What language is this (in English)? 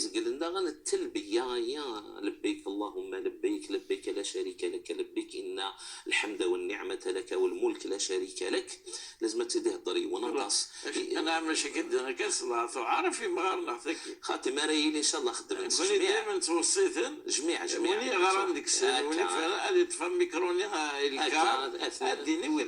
Moroccan Arabic